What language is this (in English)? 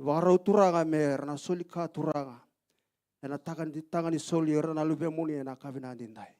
Fijian